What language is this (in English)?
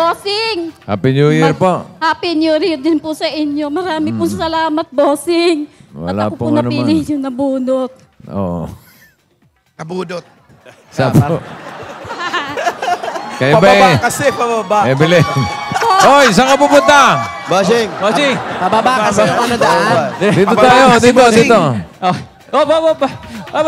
Filipino